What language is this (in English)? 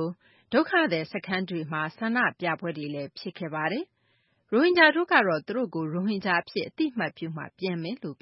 Burmese